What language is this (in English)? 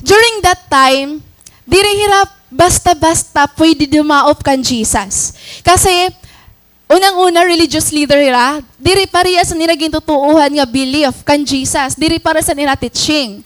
Waray